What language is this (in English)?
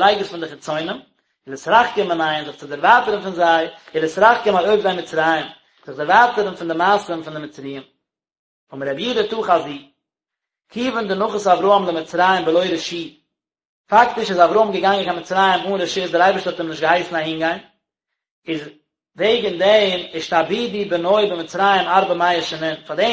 Yiddish